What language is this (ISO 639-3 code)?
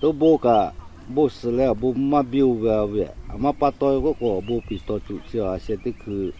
lhu